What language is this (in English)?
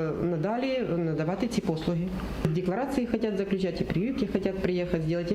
Crimean Tatar